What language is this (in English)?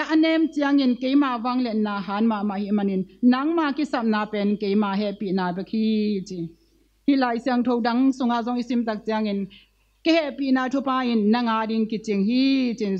Tedim Chin